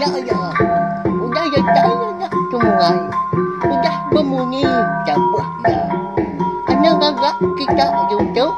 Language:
Iban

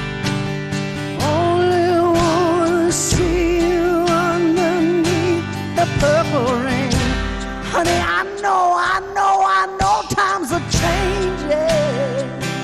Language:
English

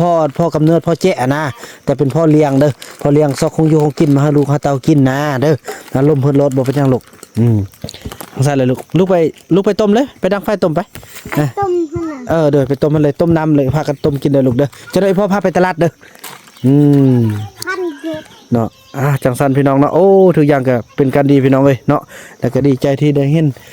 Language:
Northeastern Thai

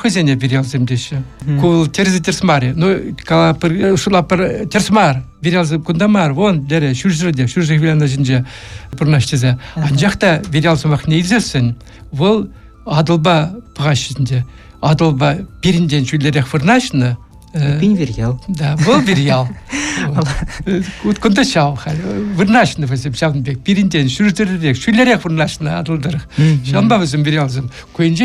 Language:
Chuvash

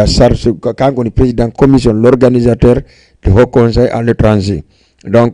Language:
Fula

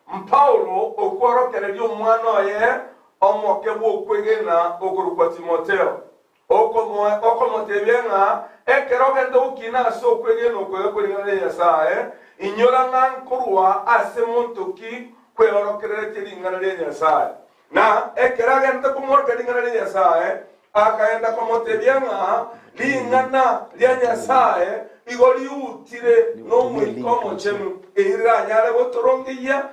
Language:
Gusii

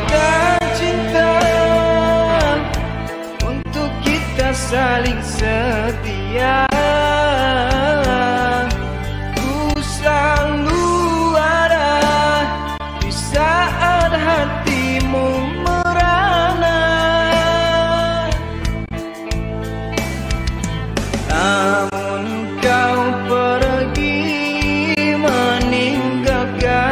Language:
Indonesian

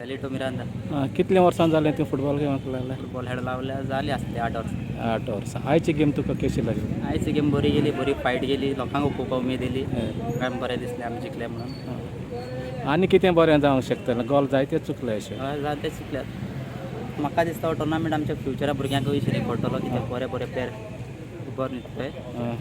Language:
Konkani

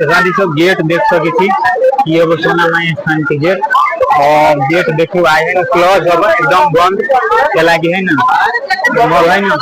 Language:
Maithili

